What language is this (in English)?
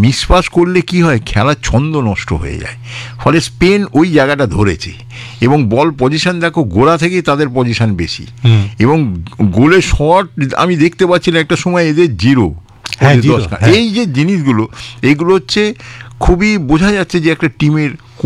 Bangla